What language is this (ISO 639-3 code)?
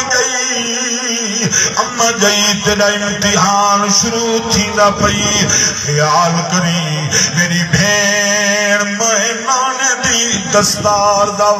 skr